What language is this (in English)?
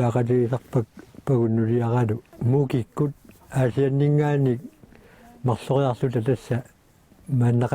Kalaallisut